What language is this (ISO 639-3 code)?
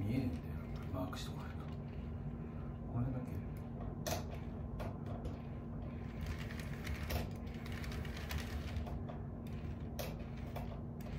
jpn